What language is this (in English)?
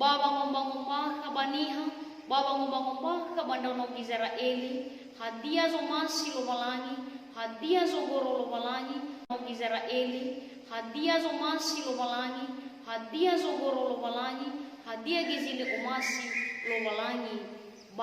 Nias